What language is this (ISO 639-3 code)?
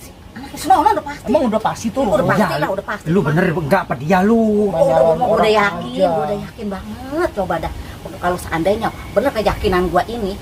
bew